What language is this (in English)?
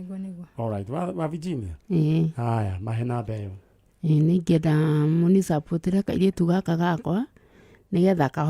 Kikuyu